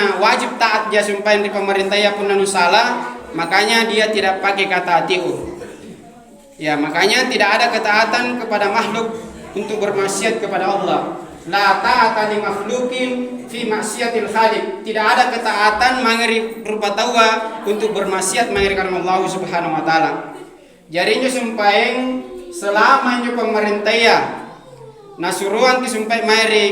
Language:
Makasar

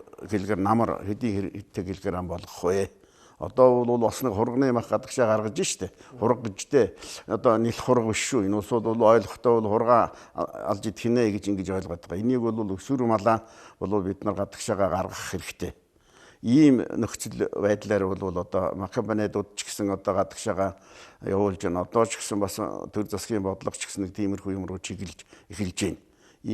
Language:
Mongolian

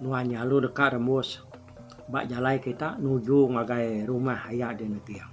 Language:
Iban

